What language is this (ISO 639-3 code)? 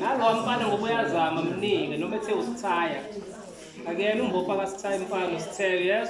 zul